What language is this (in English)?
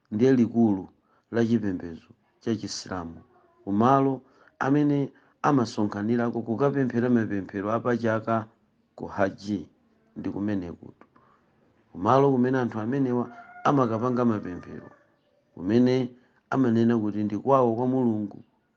Nyanja